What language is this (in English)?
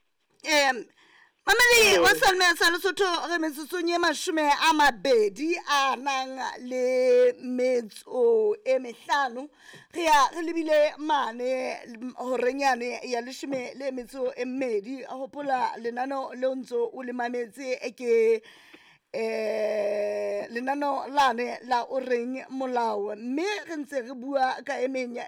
Southern Sotho